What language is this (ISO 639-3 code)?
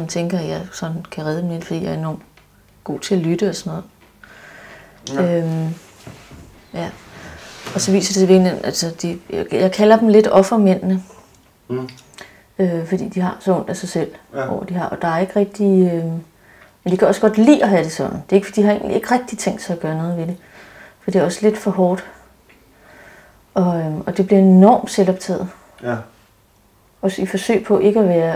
dan